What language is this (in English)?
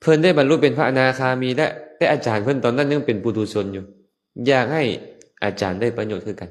Lao